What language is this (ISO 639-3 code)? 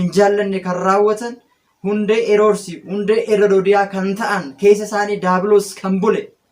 orm